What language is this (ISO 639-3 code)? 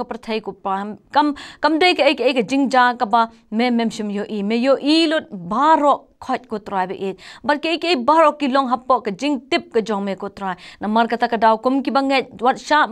kha